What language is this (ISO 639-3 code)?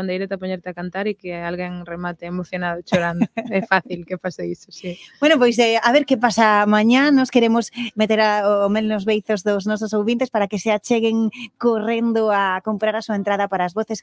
glg